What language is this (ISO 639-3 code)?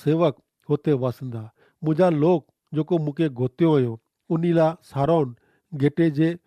kfr